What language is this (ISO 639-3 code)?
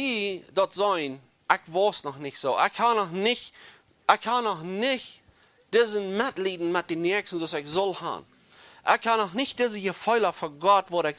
pdt